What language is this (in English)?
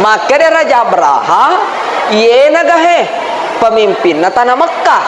Buginese